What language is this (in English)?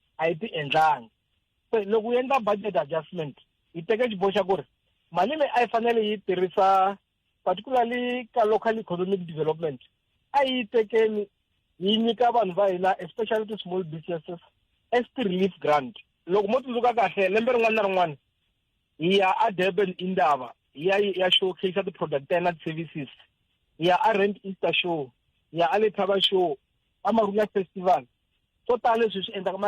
Tsonga